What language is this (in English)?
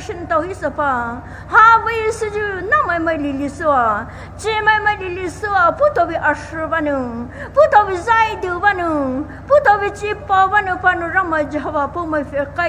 Poumei Naga